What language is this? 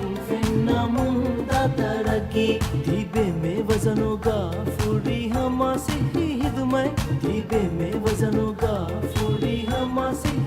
Divehi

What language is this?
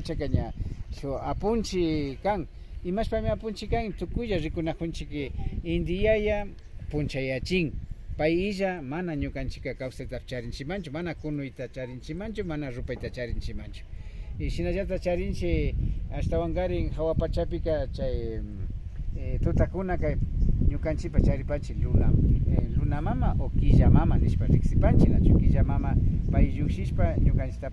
Imbabura Highland Quichua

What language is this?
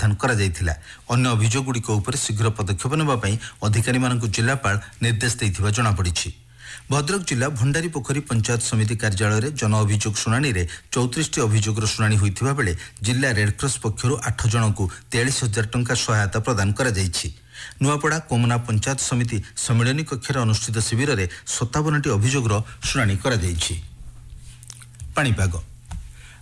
Odia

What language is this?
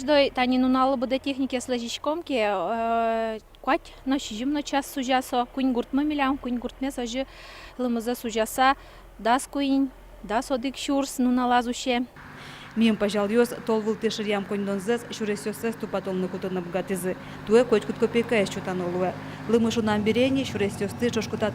Udmurt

